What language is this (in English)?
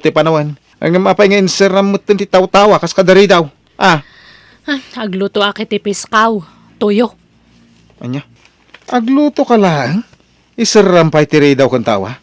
Iloko